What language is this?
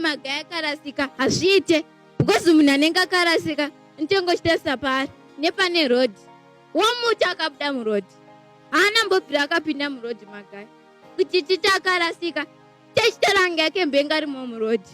Shona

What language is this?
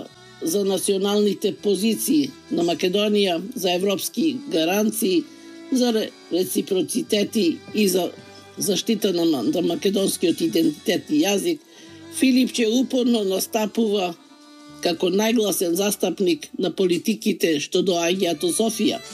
Macedonian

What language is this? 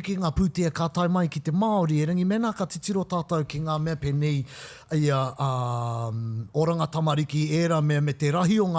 Māori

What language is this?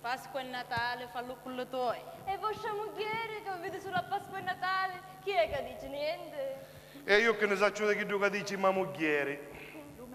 Sicilian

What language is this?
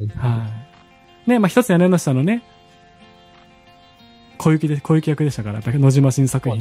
Japanese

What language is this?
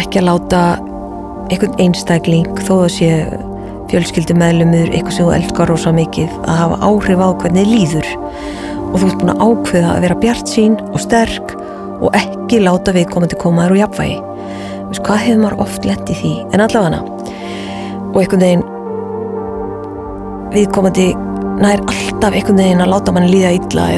Icelandic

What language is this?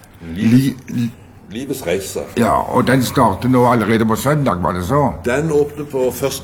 Norwegian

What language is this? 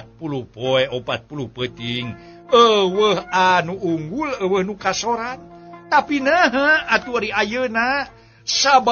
Sundanese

